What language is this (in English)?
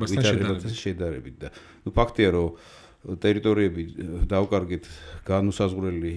Georgian